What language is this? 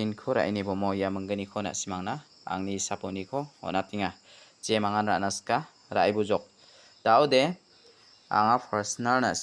Garo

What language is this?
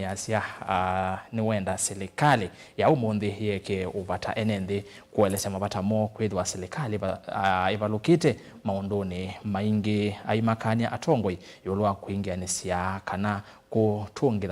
Kamba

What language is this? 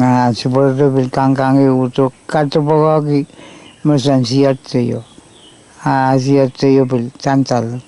Pohnpeian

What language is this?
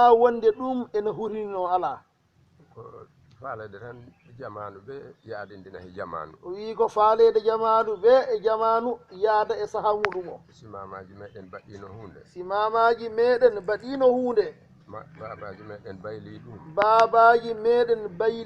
Fula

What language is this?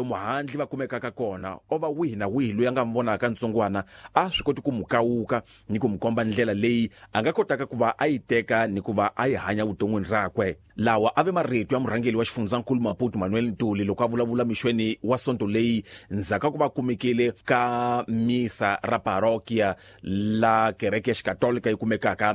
Tsonga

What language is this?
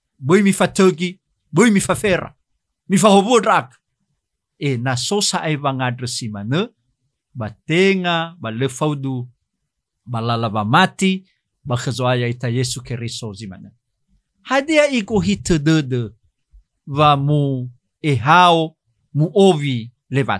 Nias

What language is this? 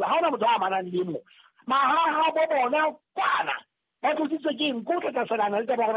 Southern Sotho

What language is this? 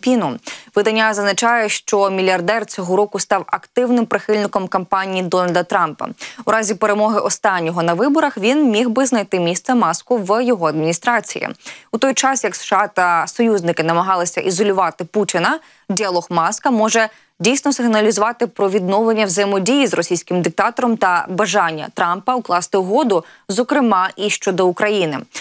Ukrainian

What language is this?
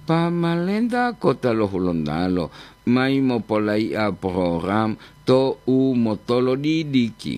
Gorontalo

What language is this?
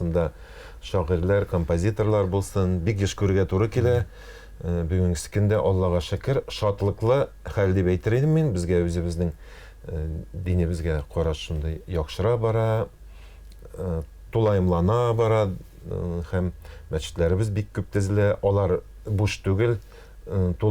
Tatar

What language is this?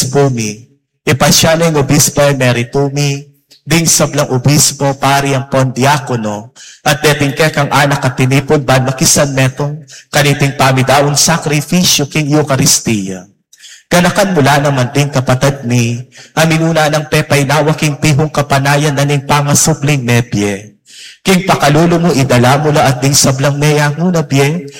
Pampanga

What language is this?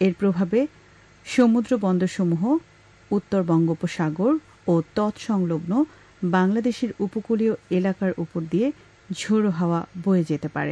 Bangla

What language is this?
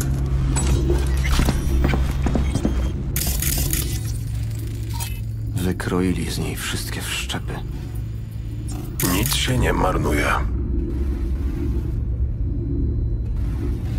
Polish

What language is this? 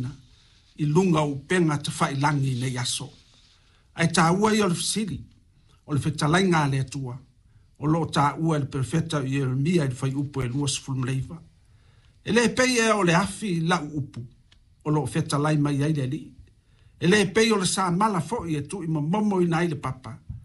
Samoan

